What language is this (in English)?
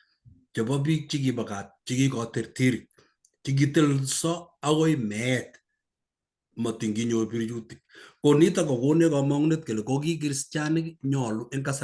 Kalenjin